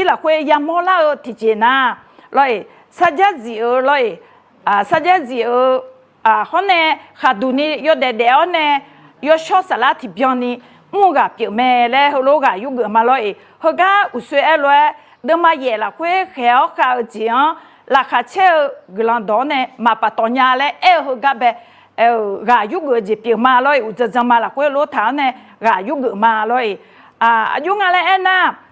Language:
Akha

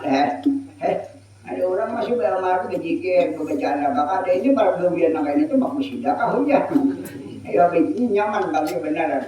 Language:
Banjar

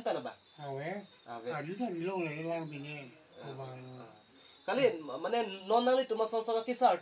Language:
Karbi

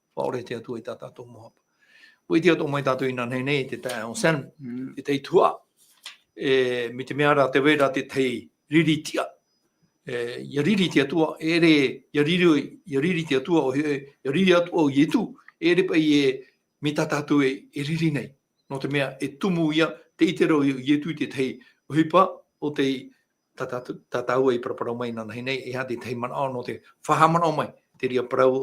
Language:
Tahitian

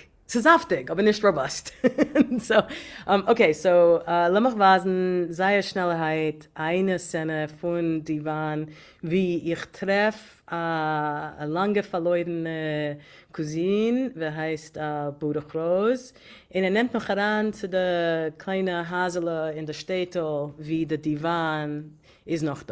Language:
Yiddish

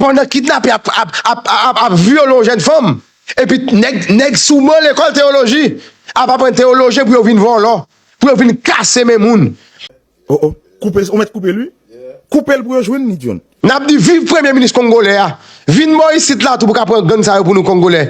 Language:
Haitian Creole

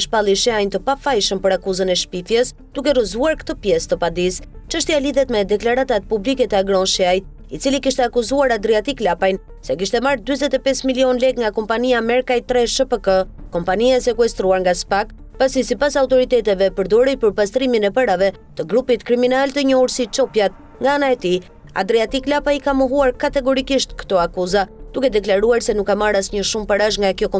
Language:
Albanian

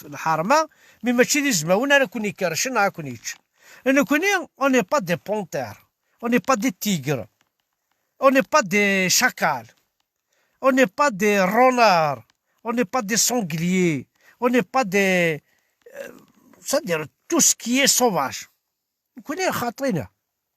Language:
Kabyle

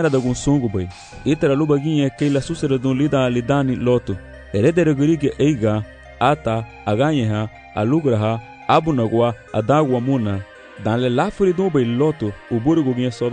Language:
Garifuna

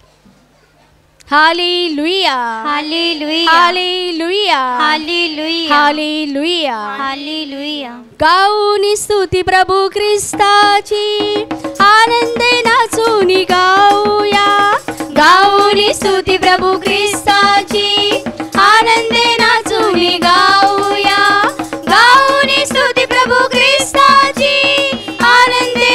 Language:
Marathi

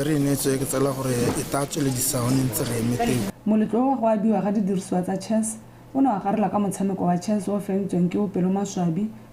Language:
Tswana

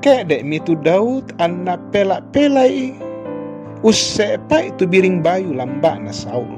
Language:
Toraja-Sa'dan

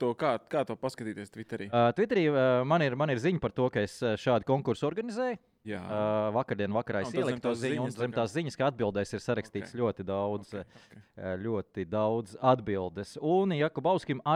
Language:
Latvian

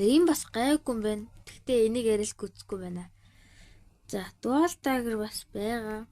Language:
Mongolian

